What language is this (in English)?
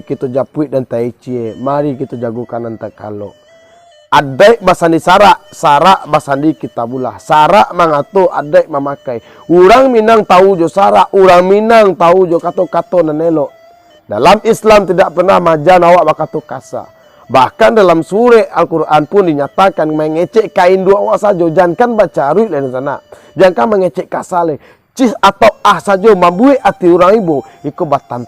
Minangkabau